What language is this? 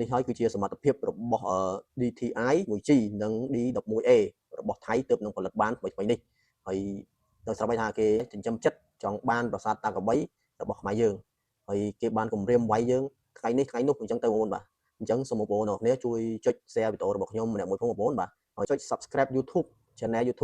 Khmer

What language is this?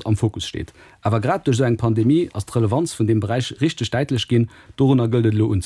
Luxembourgish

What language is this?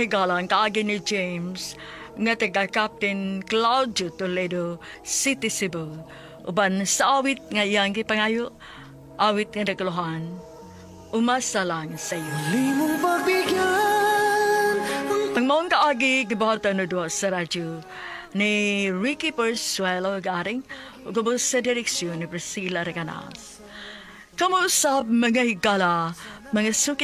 Cebuano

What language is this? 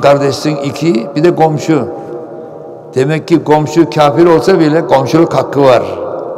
Turkish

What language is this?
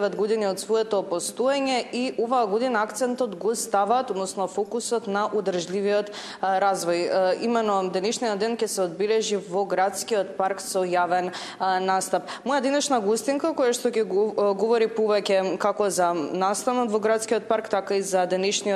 Macedonian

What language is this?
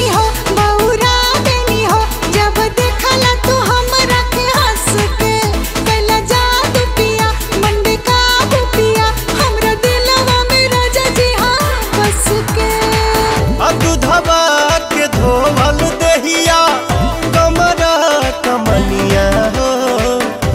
Bhojpuri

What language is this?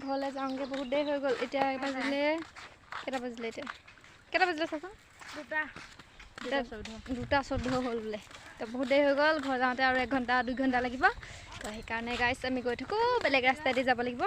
Assamese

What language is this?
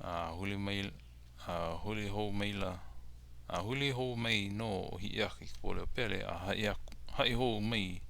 Hawaiian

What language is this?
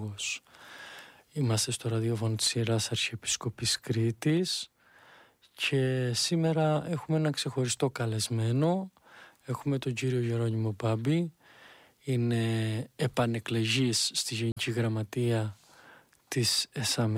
Greek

